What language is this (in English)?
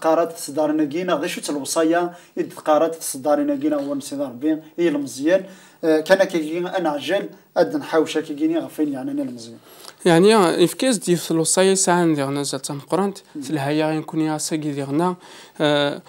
Kabyle